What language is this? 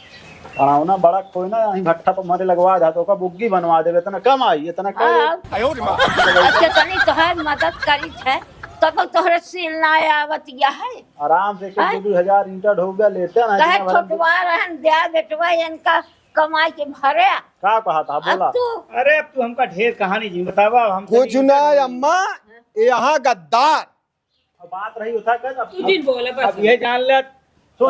Awadhi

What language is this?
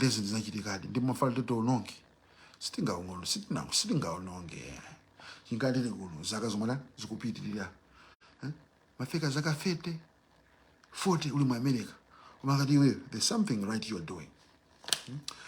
Nyanja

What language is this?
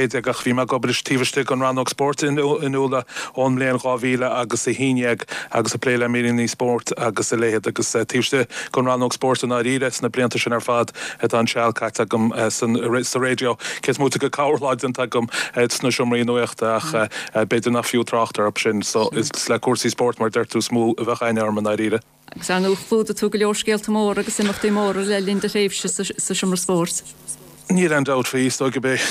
Irish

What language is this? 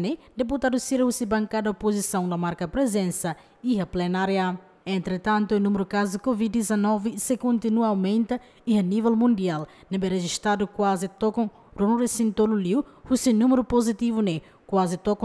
Tetum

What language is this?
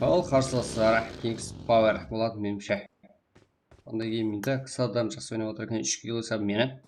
Kara-Kalpak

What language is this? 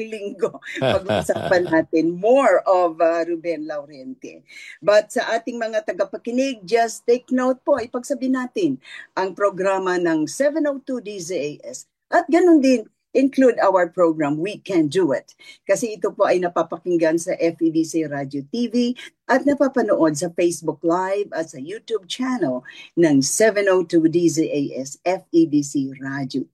Filipino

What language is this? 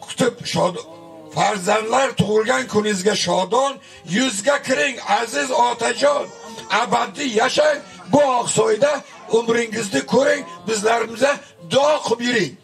Uzbek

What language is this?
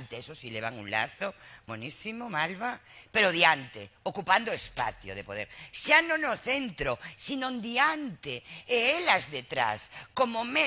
Galician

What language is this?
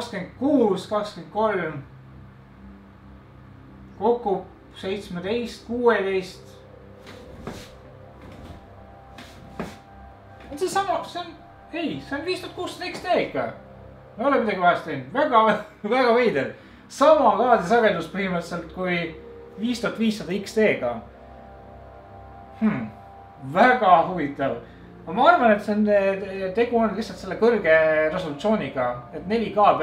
Estonian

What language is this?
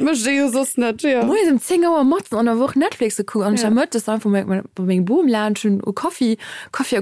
Luxembourgish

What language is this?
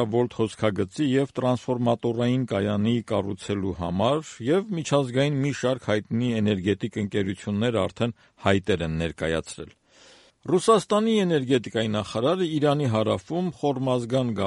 Armenian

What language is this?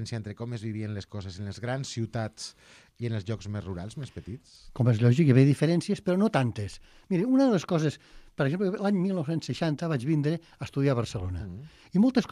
Catalan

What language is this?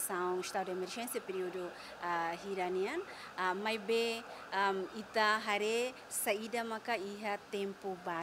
Tetum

